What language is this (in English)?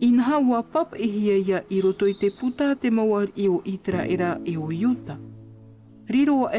Tahitian